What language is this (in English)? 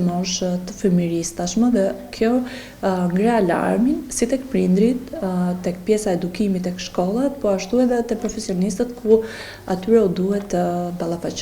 Albanian